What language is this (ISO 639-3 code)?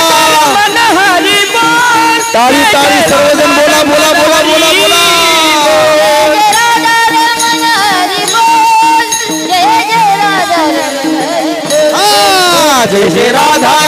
mar